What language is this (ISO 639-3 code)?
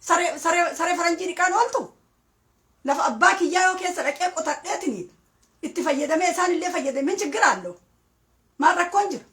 orm